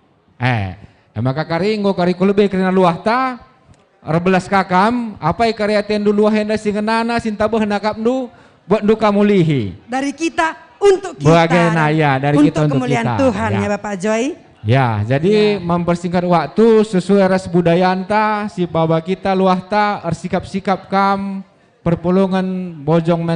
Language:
Batak Karo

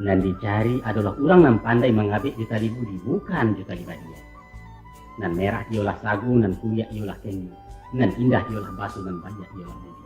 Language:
Minangkabau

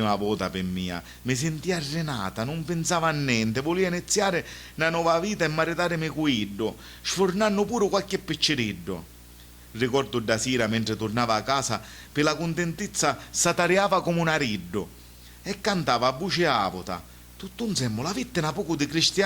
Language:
Sicilian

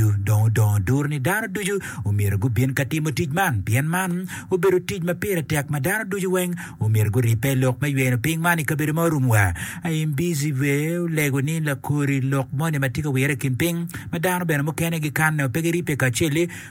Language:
Acoli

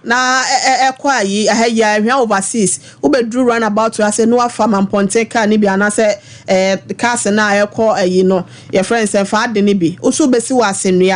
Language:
Akan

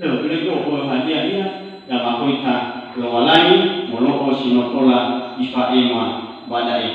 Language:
Nias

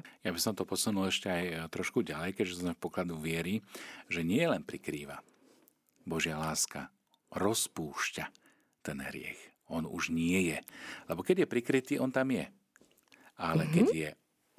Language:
Slovak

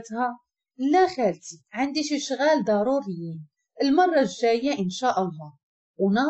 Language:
Moroccan Arabic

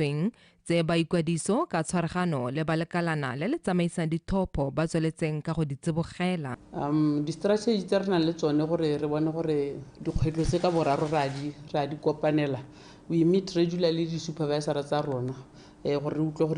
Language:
Tswana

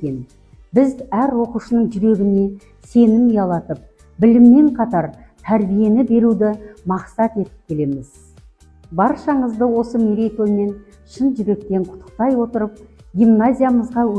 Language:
Kazakh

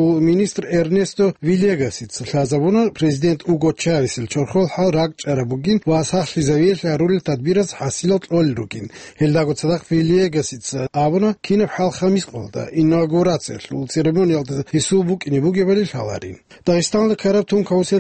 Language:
Avaric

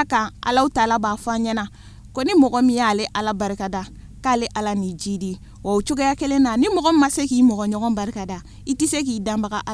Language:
Bambara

